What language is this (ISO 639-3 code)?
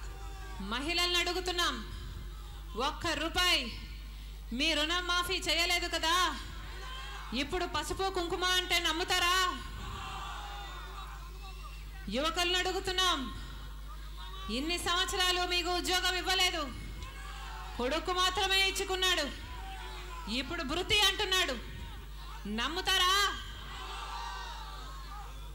tel